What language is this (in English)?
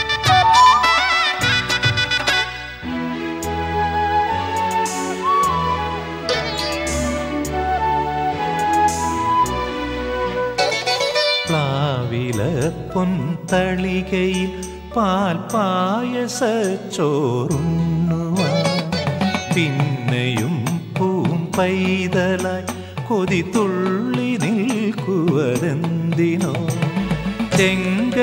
Malayalam